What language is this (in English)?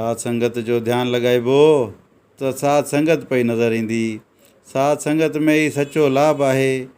Sindhi